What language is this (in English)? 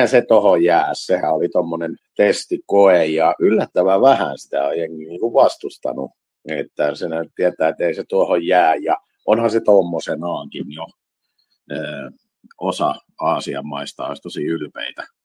Finnish